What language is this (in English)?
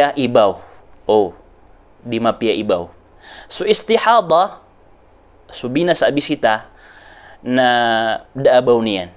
Maranao